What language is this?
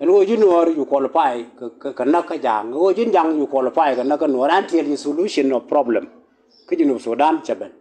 Nuer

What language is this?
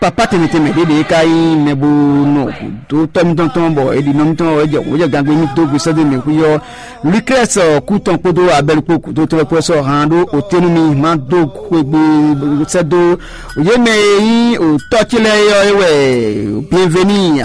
Fon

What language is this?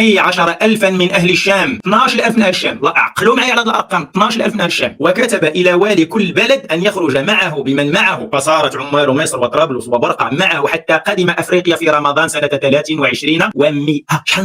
Moroccan Arabic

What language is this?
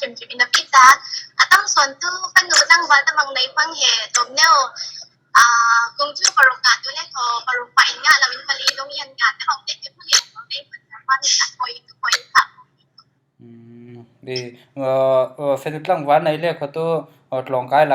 Falam Chin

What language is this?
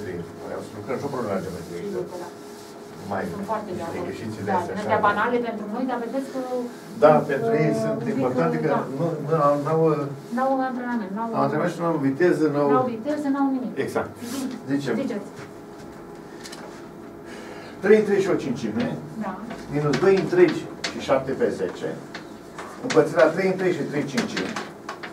Romanian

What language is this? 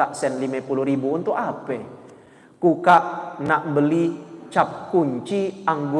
Musi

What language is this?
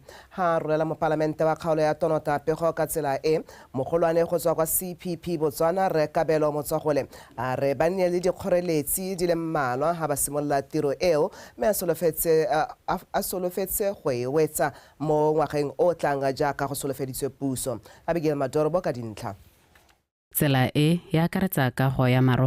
Tswana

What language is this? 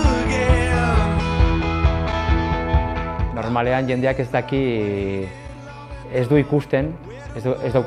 Basque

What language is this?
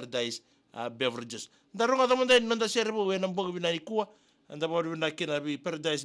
Fijian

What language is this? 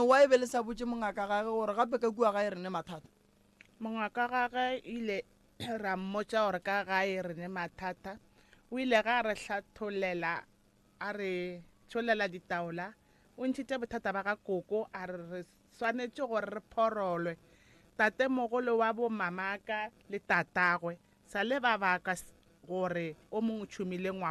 Northern Sotho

